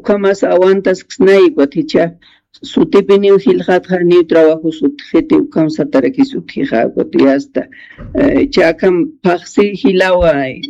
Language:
Aymara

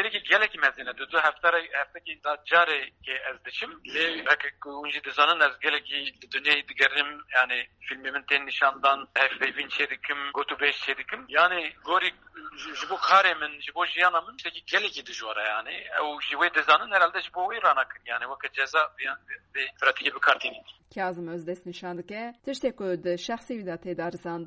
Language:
Kurdish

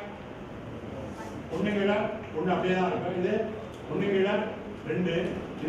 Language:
Tamil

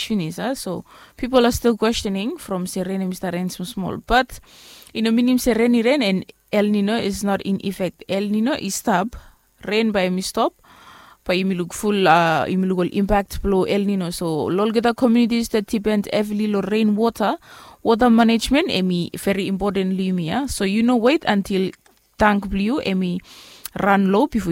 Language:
Bislama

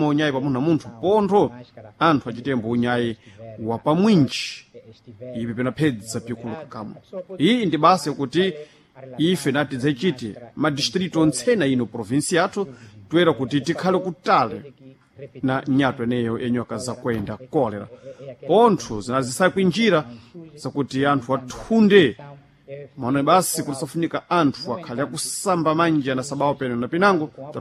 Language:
Sena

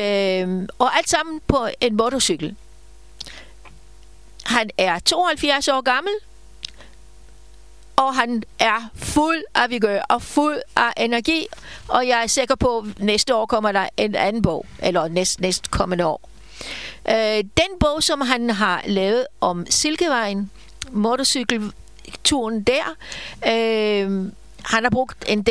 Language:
Danish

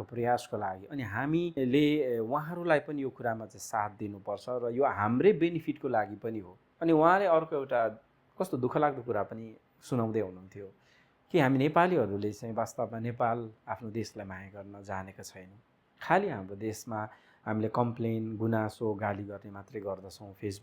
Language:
Nepali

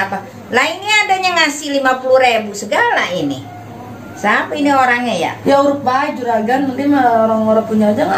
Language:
Betawi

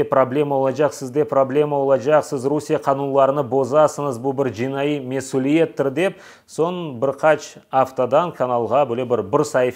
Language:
Crimean Tatar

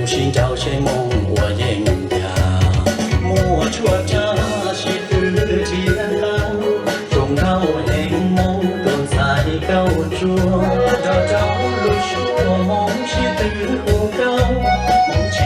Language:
Hmong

